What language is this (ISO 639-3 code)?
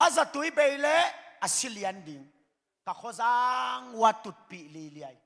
ctd